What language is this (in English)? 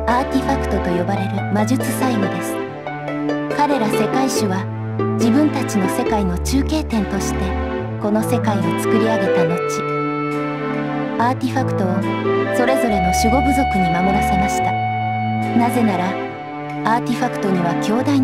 Japanese